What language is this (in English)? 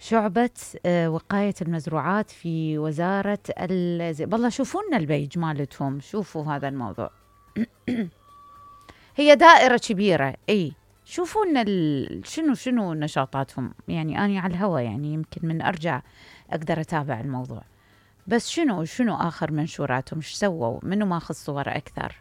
Mesopotamian Arabic